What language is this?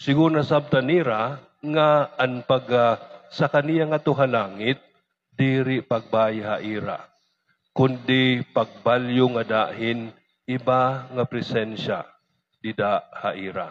Waray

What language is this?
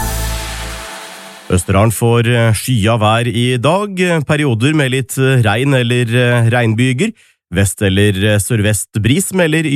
Norwegian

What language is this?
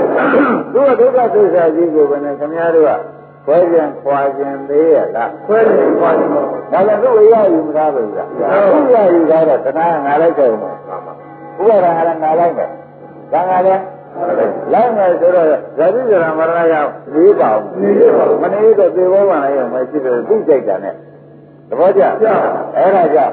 Burmese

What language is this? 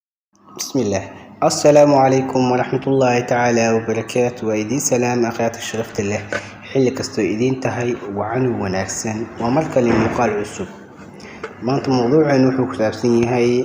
Somali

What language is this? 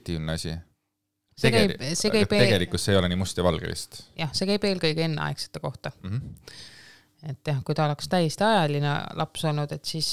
Estonian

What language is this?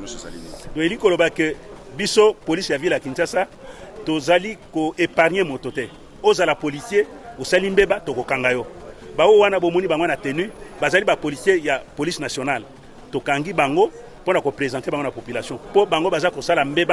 Lingala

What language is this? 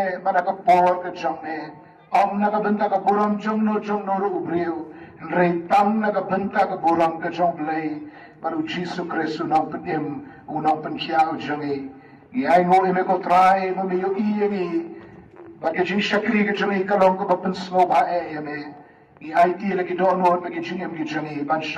Khasi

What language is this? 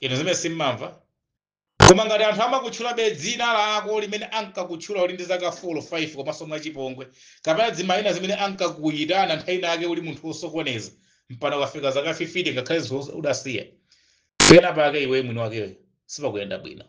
Nyanja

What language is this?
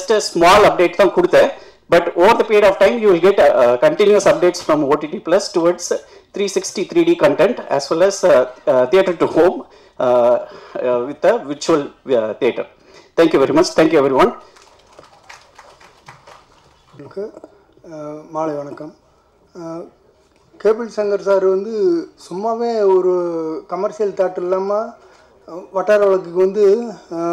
Tamil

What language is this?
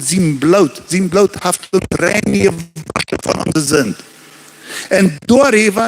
Plautdietsch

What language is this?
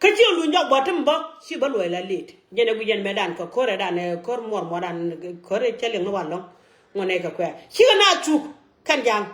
Nuer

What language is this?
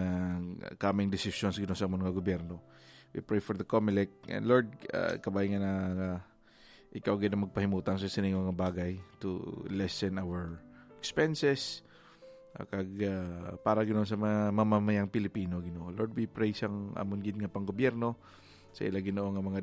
Hiligaynon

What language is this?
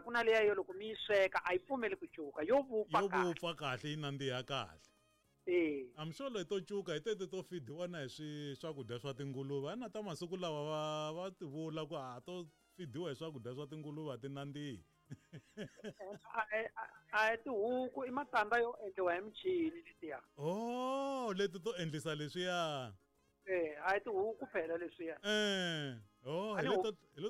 Tsonga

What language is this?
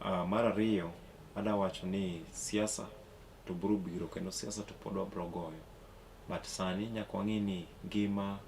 Luo (Kenya and Tanzania)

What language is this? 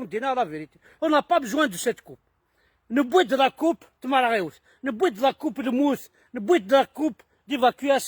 Kabyle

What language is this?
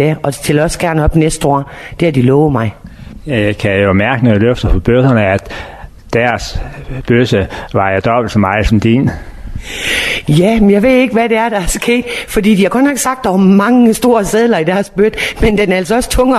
Danish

